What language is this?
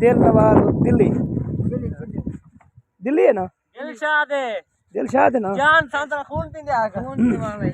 Saraiki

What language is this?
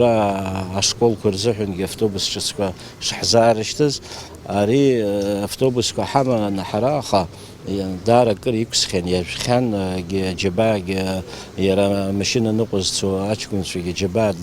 Abkhazian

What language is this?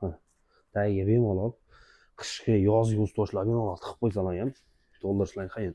Uzbek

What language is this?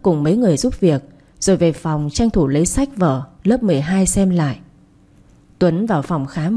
Vietnamese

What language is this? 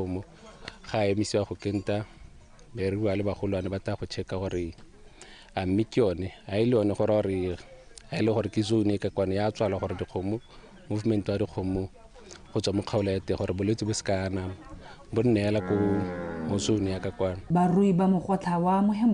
Tswana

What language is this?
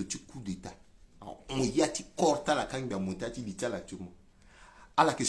Sango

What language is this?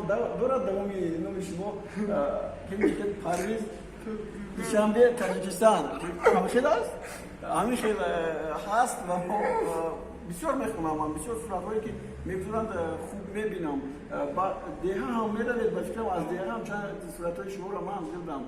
Tajik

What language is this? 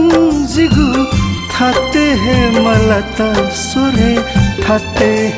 Newari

